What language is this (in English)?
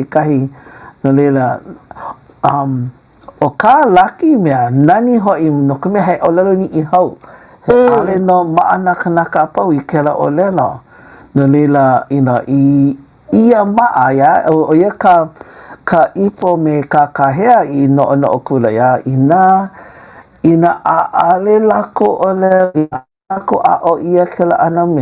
Hawaiian